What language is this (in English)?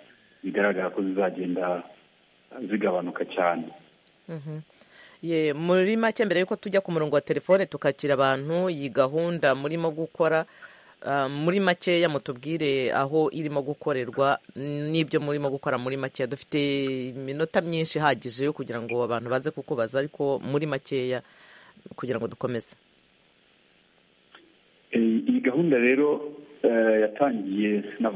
Kinyarwanda